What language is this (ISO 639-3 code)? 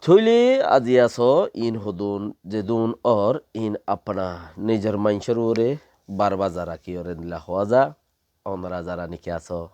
rhg